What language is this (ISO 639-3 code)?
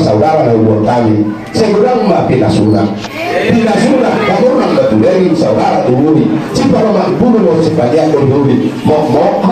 bbc